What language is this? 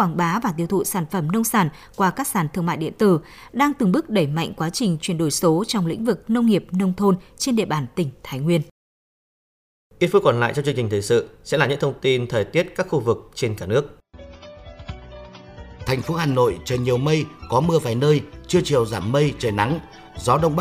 Vietnamese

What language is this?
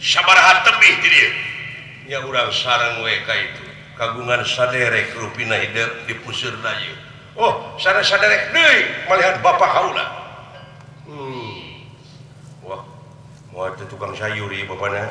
Sundanese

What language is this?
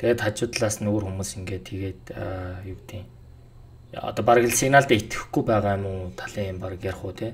Mongolian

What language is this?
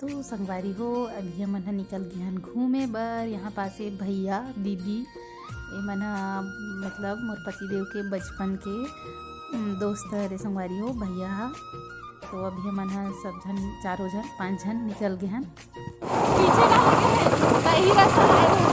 Chhattisgarhi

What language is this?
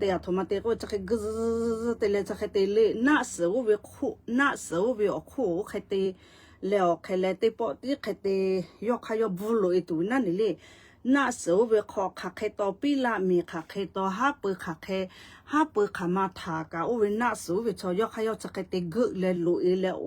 Lahu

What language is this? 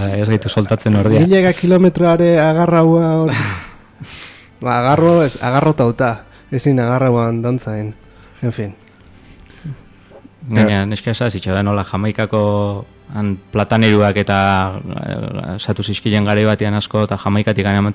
Basque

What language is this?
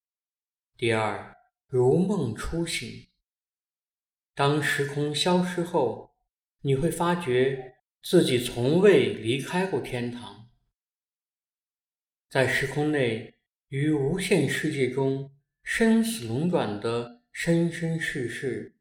Chinese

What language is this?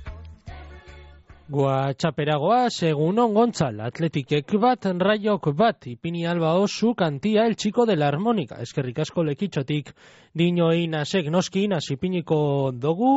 Basque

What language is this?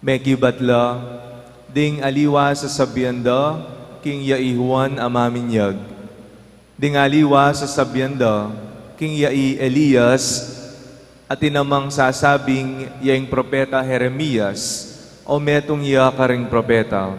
Pampanga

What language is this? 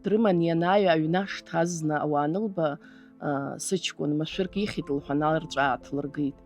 Abkhazian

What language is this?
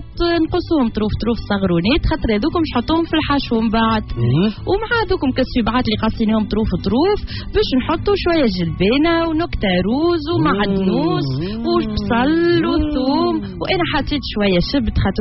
Tunisian Arabic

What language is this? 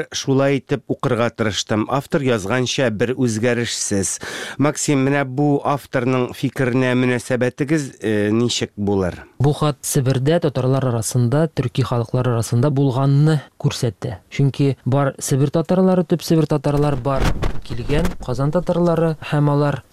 Tatar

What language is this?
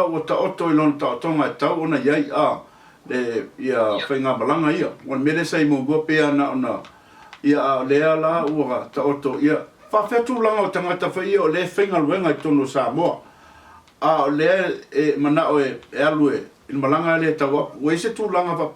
Samoan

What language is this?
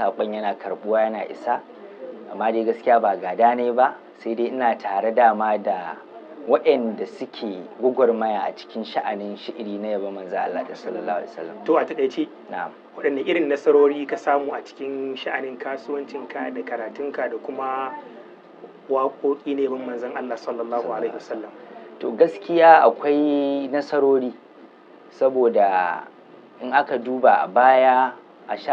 Hausa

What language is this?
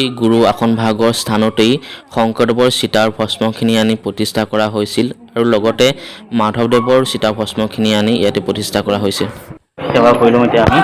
Assamese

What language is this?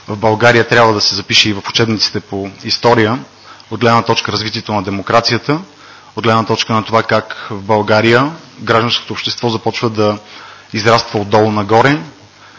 Bulgarian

